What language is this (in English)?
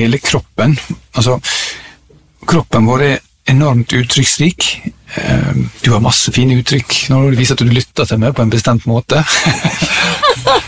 Norwegian